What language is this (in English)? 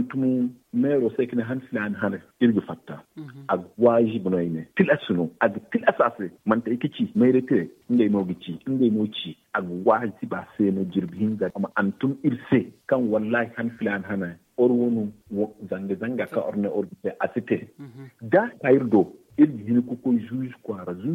Zarma